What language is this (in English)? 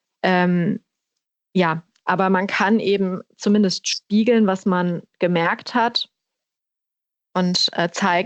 German